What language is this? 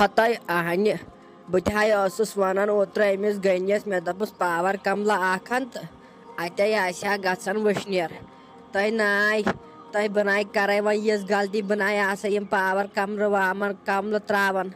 Kashmiri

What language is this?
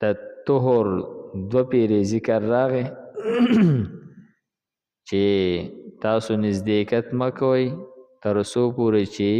Pashto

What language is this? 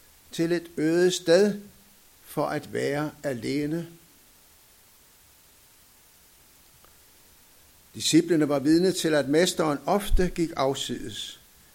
Danish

